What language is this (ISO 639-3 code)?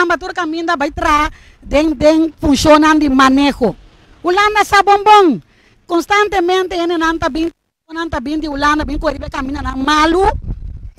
pap